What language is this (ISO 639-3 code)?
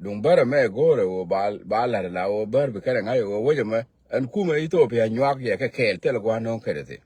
nus